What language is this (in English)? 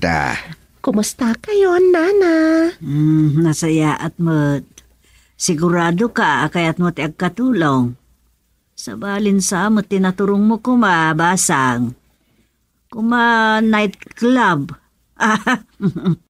Iloko